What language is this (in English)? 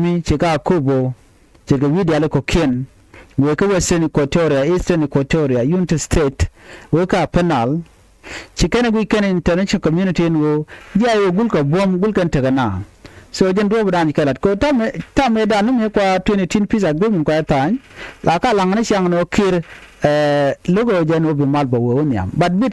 Nuer